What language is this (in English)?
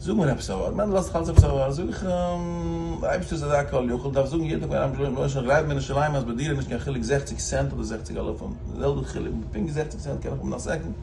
Yiddish